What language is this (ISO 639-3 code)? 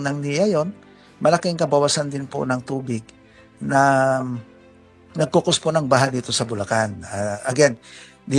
fil